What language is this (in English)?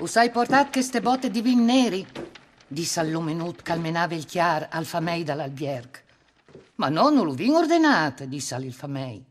Friulian